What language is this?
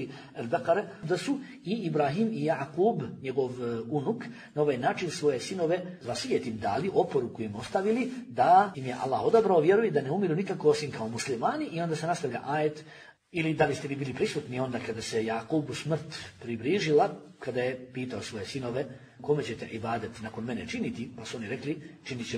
Bosnian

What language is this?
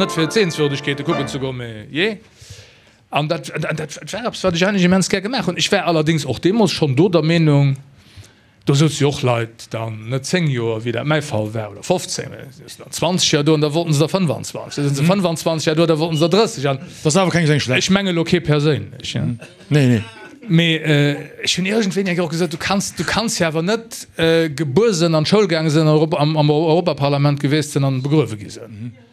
Luxembourgish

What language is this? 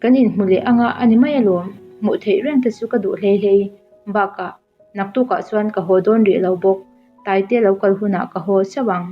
Mizo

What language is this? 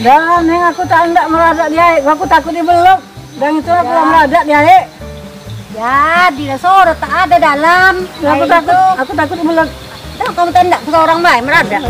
Musi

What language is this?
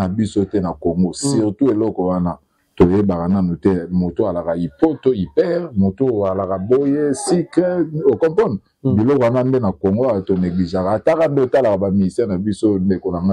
Lingala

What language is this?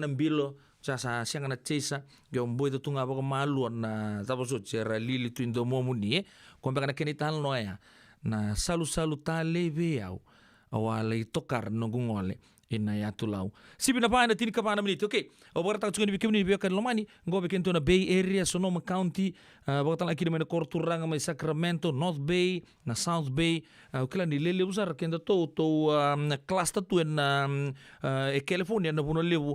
Fijian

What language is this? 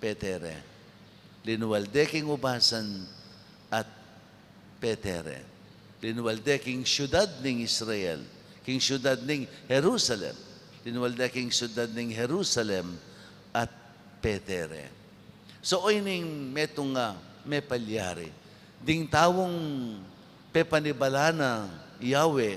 Pampanga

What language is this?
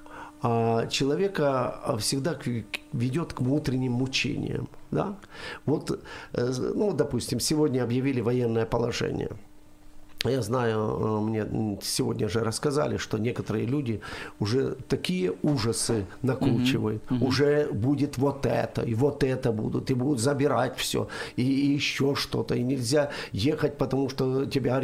Russian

